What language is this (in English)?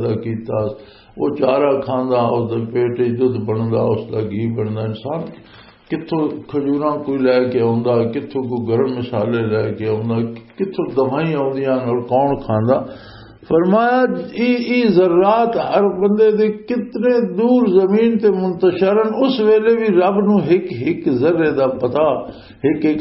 Western Panjabi